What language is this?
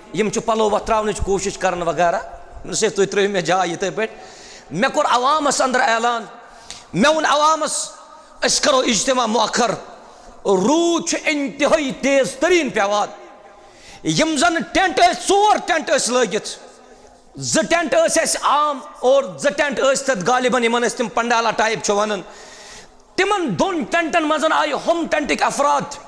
Kashmiri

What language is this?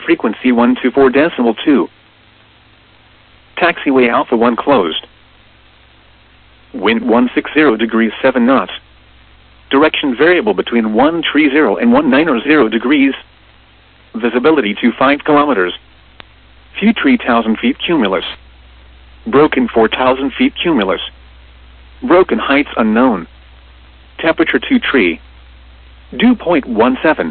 English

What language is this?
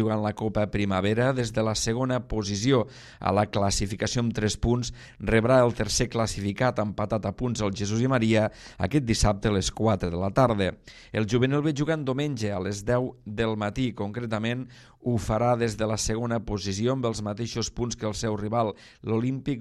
Catalan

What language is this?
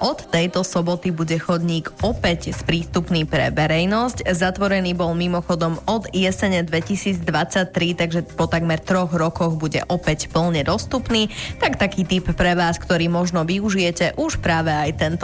Slovak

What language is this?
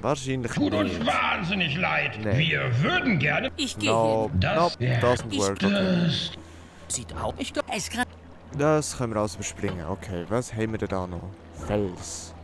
Swiss German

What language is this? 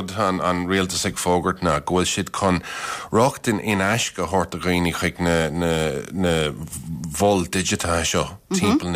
Irish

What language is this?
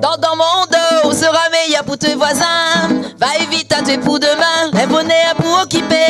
Réunion Creole French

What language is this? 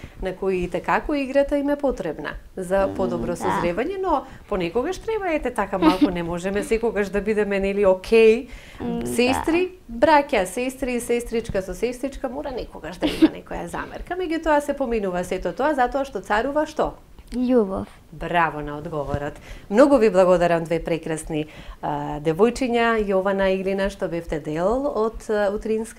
Macedonian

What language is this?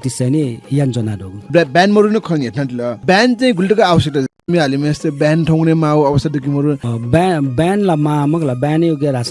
Newari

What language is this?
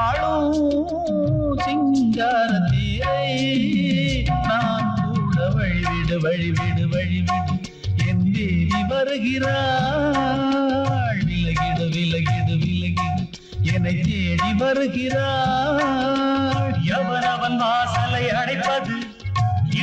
Tamil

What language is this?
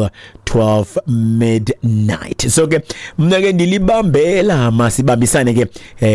Xhosa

